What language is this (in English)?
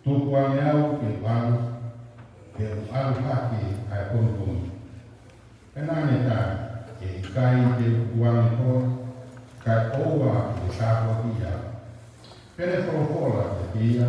Tongan